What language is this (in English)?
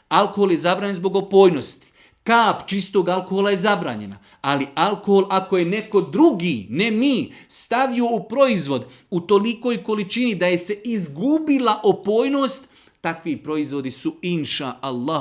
Serbian